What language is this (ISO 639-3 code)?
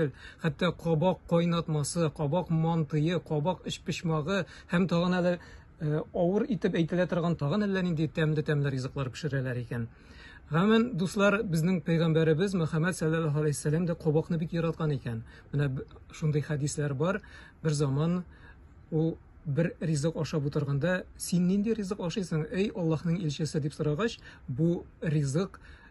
tat